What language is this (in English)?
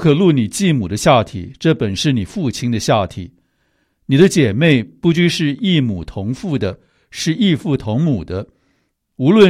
Chinese